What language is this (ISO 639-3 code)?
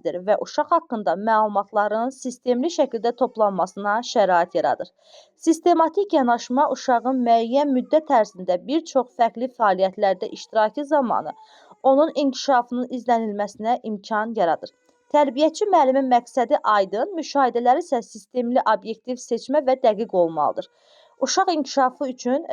aze